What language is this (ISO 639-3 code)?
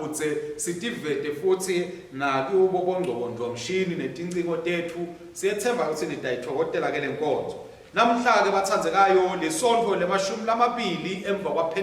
ssw